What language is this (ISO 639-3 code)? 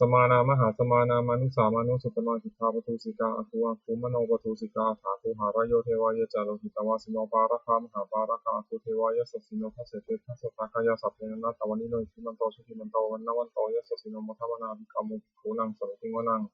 pli